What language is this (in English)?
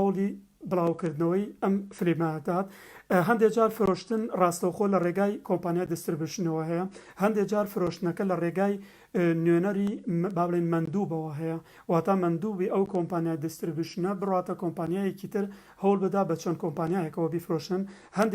Central Kurdish